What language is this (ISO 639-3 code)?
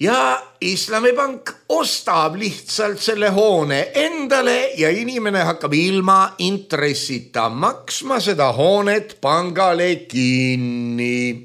est